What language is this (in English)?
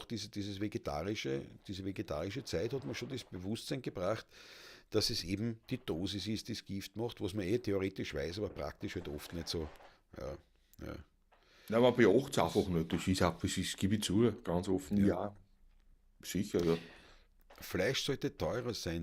Bavarian